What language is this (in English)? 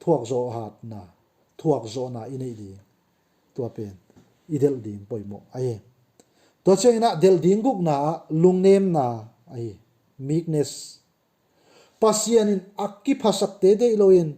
Tedim Chin